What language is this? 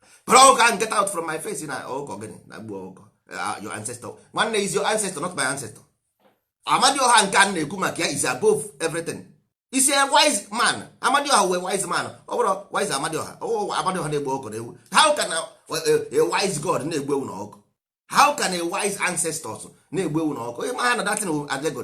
Igbo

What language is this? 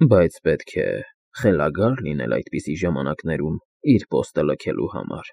Armenian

